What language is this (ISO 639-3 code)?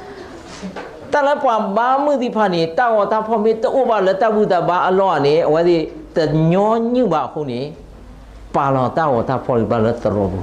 ksw